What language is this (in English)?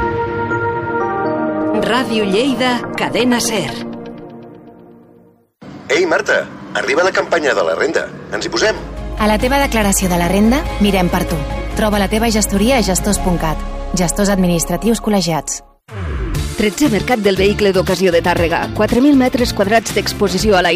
Catalan